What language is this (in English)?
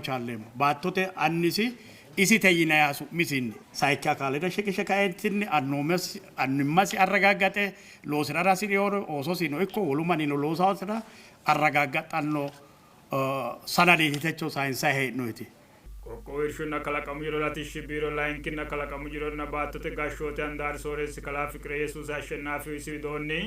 Sidamo